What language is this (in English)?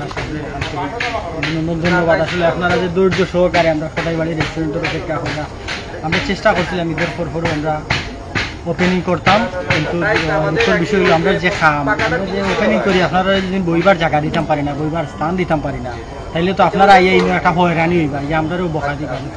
Sylheti